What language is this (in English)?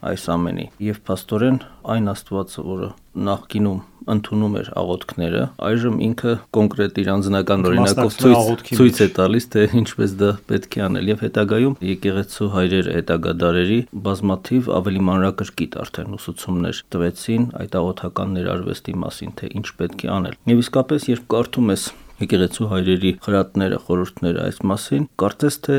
Armenian